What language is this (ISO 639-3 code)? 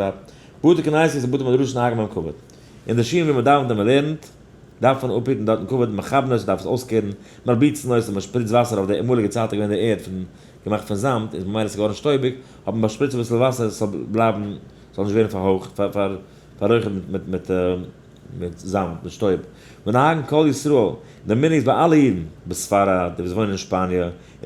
yid